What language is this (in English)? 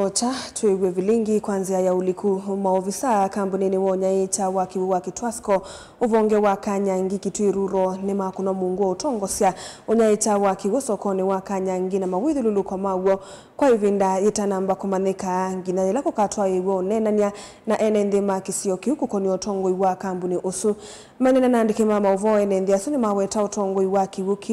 Kamba